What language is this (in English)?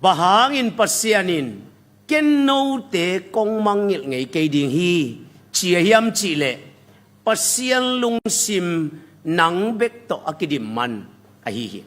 Tedim Chin